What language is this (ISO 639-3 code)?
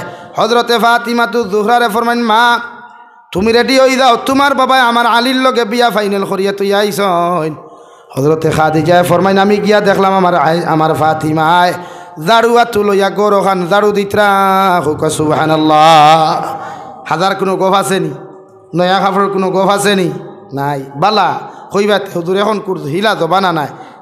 syl